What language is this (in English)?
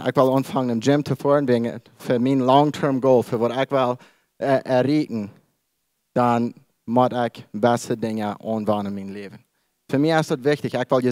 Plautdietsch